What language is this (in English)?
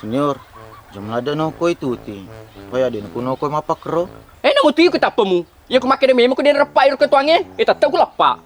Buginese